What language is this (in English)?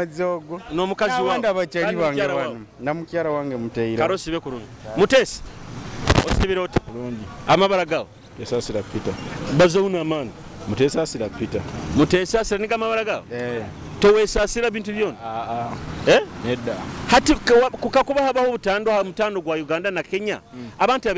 Nyoro